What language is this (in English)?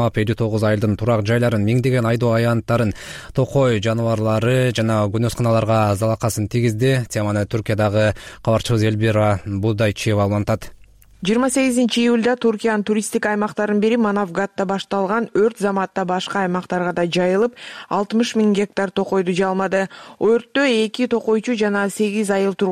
Kyrgyz